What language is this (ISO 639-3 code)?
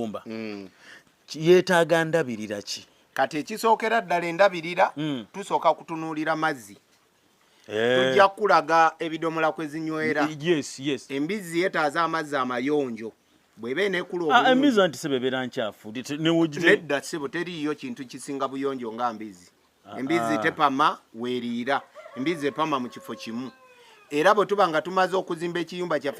lug